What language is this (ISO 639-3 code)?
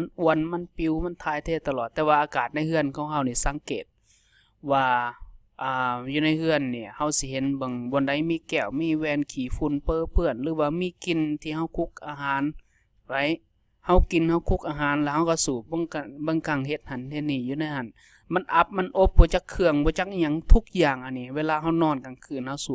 lao